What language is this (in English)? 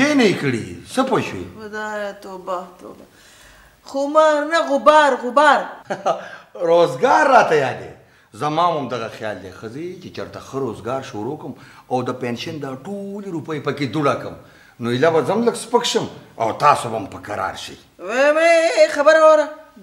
Pashto